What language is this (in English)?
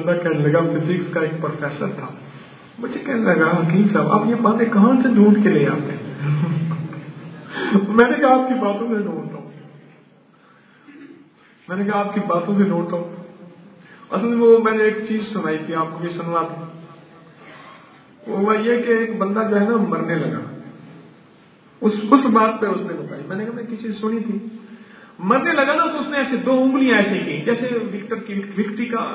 Urdu